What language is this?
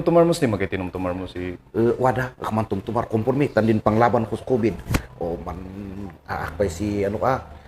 Kankanaey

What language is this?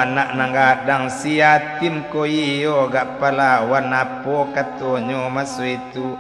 Minangkabau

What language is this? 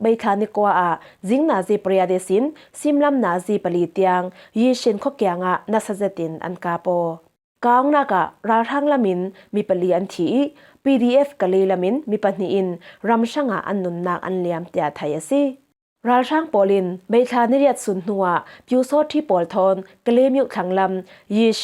Falam Chin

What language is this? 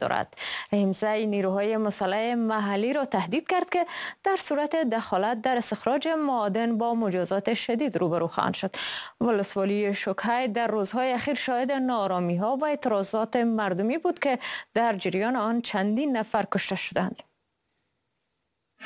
Persian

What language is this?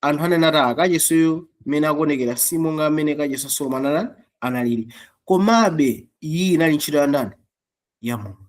Nyanja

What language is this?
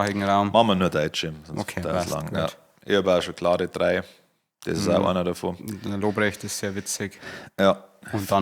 Bavarian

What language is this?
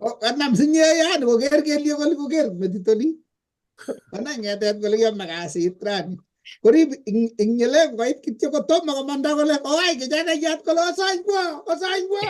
Kalenjin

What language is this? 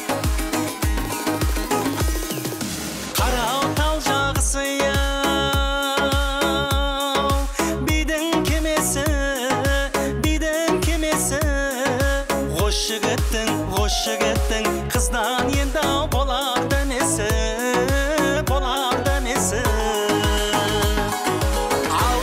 Kara-Kalpak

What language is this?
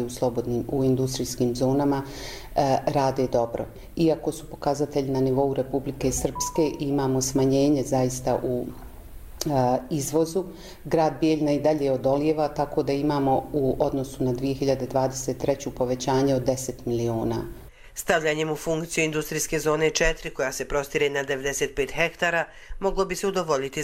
Croatian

